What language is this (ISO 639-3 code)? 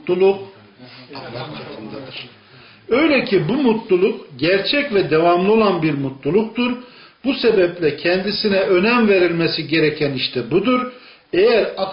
tur